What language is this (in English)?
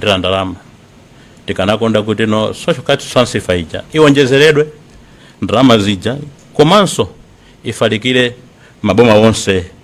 Nyanja